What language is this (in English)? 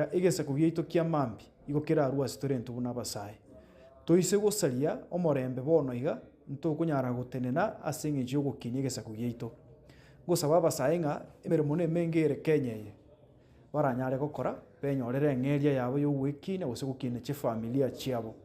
Gusii